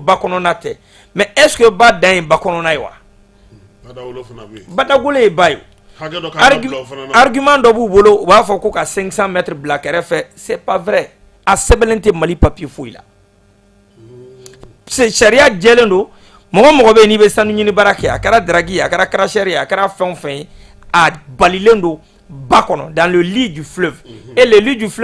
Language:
Bambara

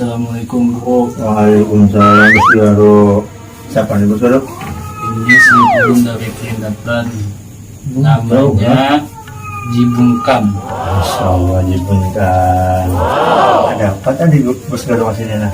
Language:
Banjar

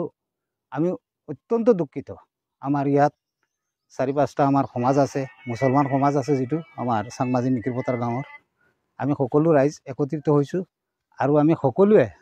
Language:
Assamese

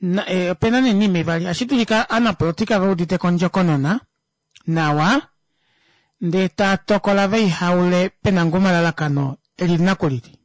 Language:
Kuanyama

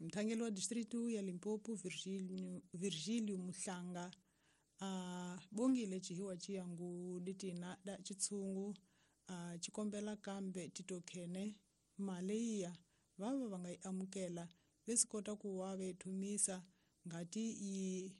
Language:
Tsonga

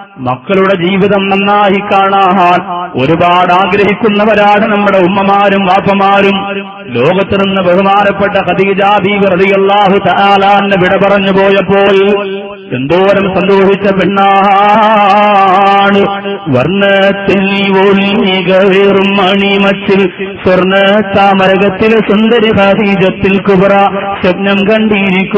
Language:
Malayalam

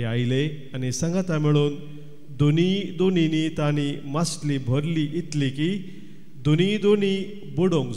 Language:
Konkani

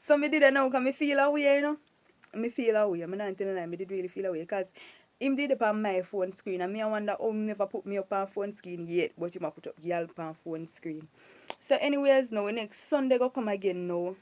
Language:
Jamaican Creole English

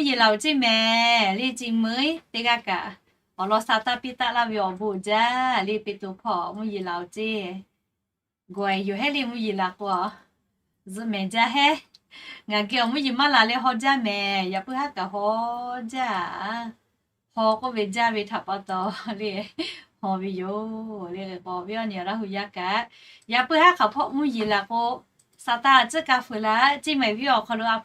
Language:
Lahu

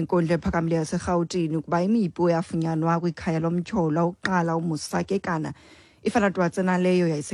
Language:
Xhosa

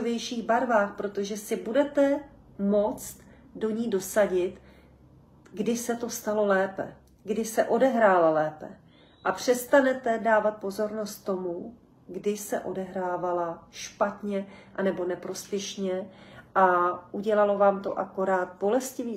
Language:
Czech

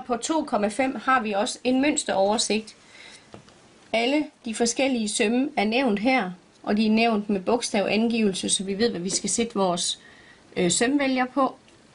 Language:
Danish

